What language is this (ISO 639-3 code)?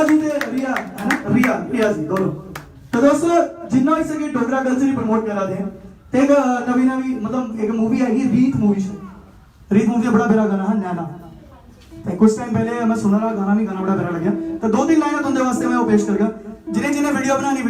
doi